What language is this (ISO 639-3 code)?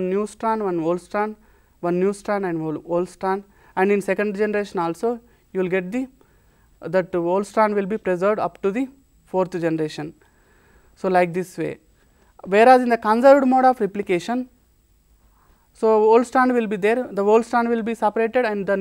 eng